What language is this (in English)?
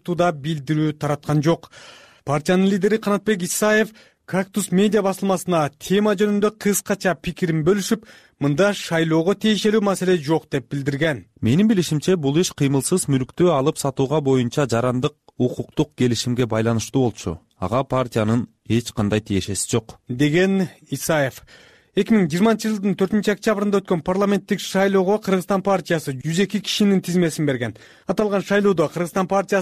Kyrgyz